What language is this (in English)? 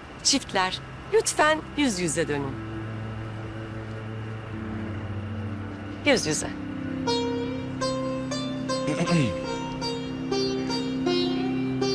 Turkish